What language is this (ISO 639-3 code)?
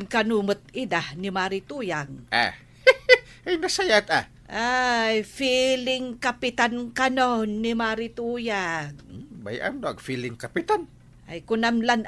ilo